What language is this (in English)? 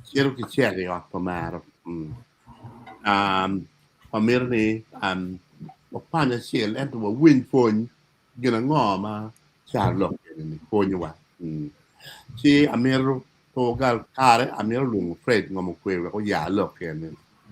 Acoli